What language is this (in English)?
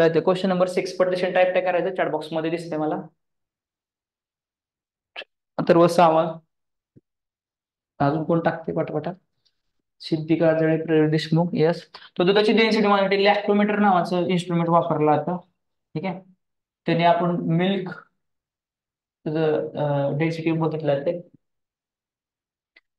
Marathi